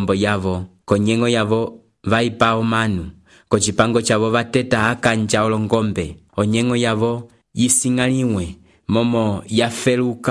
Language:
Umbundu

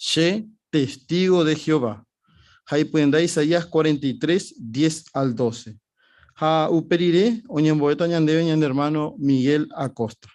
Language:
Guarani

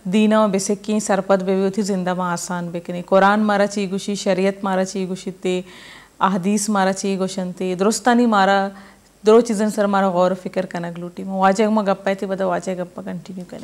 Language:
Baluchi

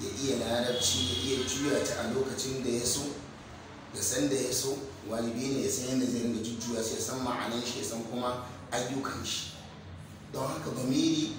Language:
Hausa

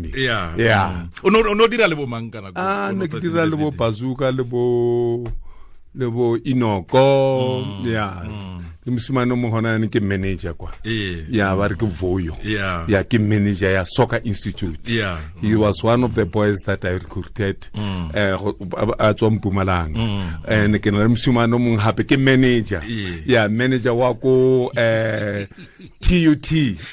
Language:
Tswana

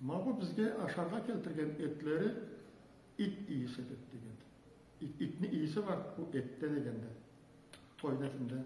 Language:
Karachay-Balkar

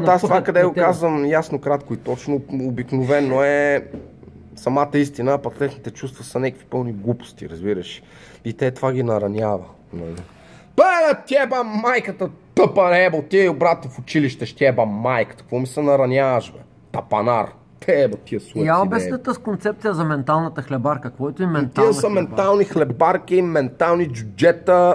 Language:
Bulgarian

